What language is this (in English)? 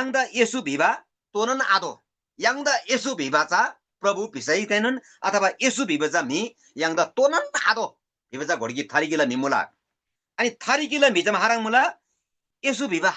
Eastern Tamang